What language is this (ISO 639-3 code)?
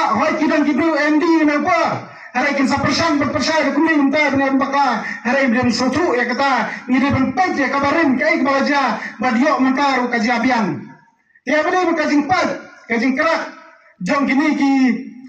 kha